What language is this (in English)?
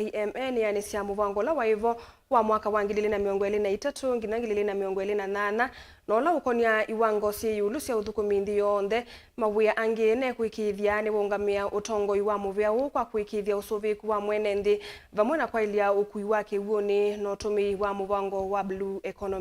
Kamba